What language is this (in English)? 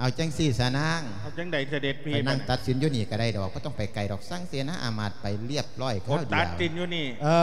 Lao